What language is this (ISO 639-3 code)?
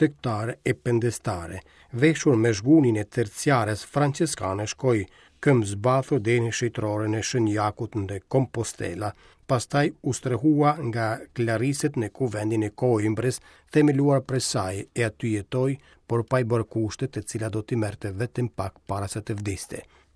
sqi